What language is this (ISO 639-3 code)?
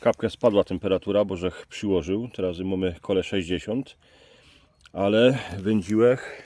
szl